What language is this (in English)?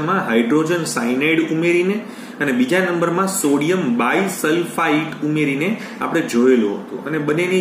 Gujarati